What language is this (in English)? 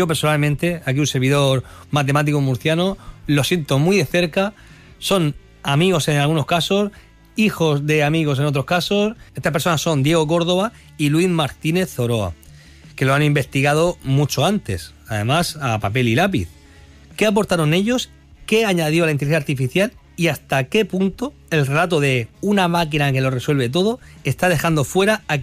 Spanish